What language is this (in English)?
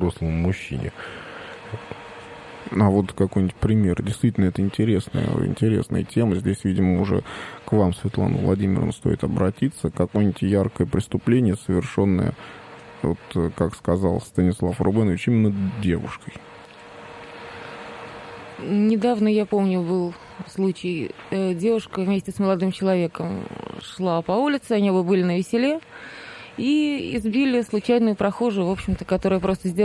Russian